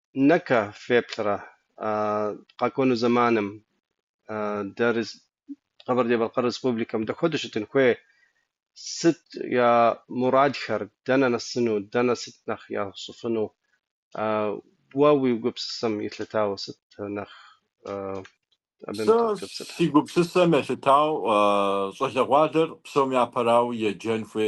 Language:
Kabardian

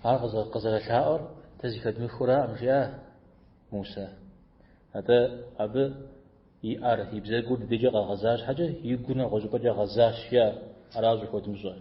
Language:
Kabardian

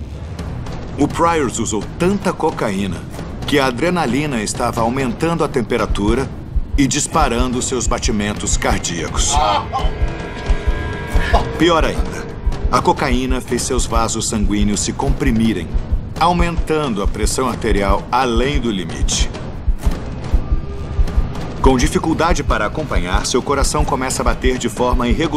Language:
Portuguese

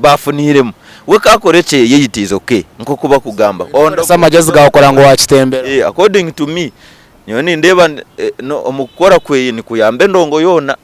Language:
Nyankole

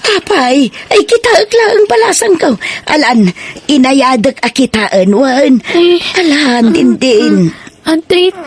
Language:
Iloko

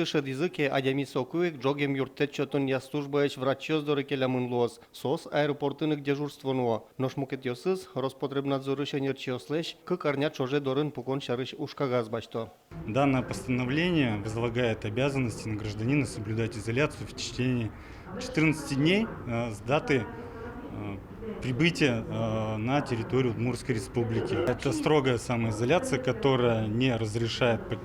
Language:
Udmurt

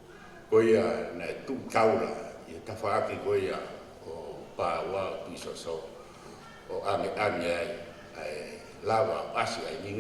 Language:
Tongan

